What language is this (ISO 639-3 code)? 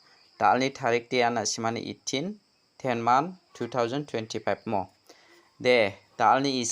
grt